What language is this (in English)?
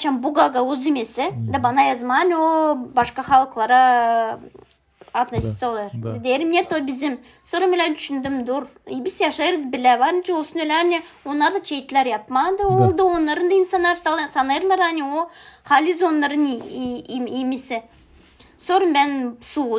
Gagauz